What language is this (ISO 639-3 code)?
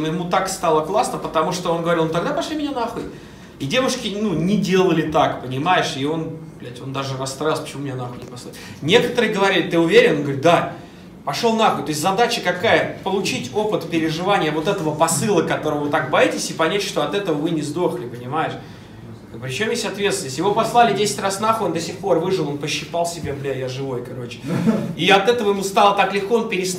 rus